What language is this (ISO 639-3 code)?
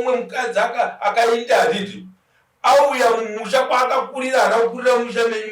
sna